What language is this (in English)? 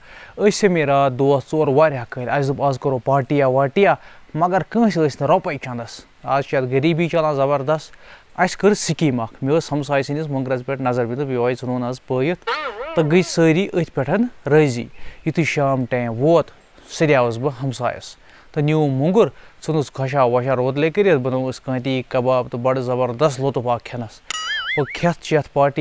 Kashmiri